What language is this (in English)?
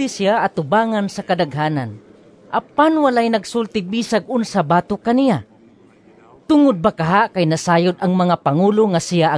Cebuano